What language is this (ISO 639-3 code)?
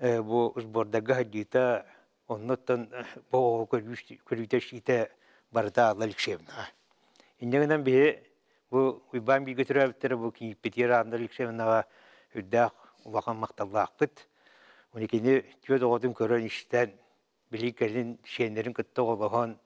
sah